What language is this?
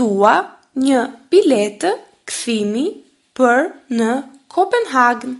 Albanian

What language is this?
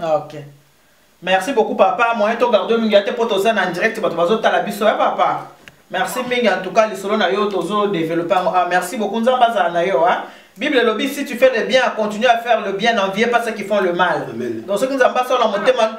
Lingala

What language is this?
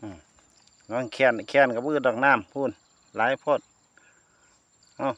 Lao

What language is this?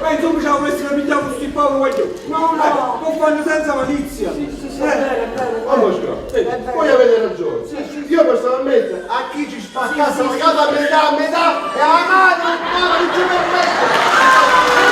Neapolitan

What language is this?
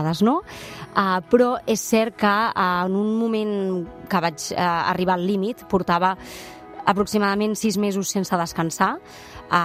Catalan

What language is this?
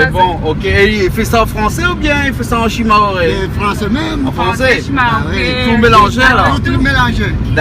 Réunion Creole French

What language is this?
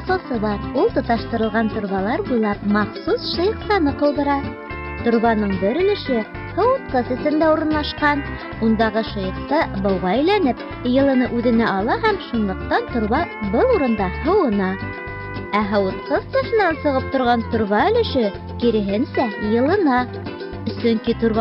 Bashkir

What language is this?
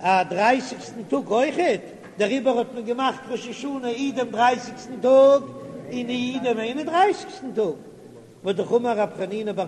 Yiddish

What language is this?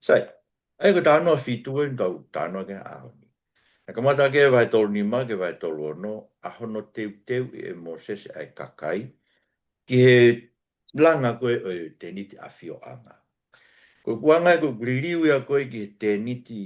Tongan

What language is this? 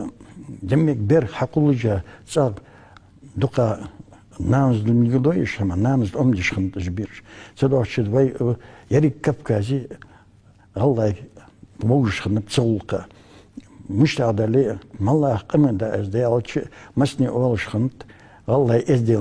Ingush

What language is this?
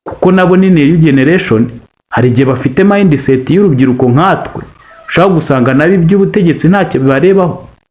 Kinyarwanda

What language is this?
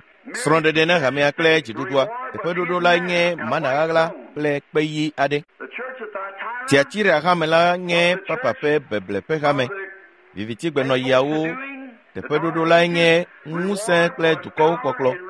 Ewe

